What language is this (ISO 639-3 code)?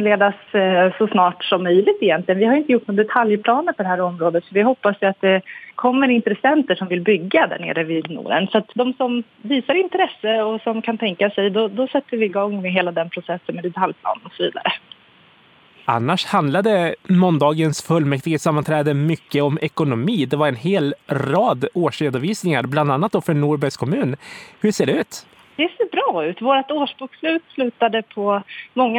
swe